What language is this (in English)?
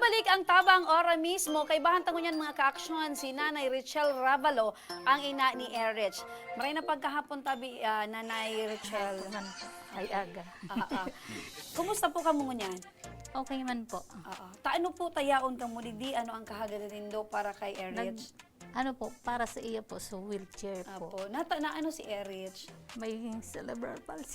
Bikol